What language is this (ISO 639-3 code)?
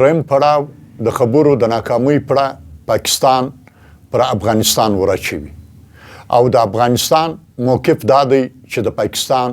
pus